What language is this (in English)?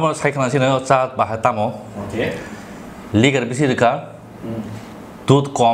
Kok Borok